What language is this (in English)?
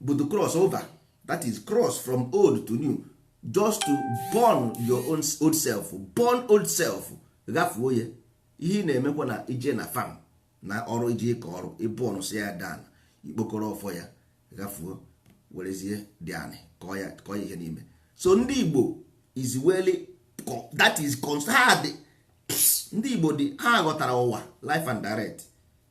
Igbo